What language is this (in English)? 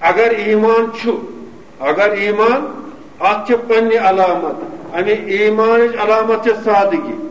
Kashmiri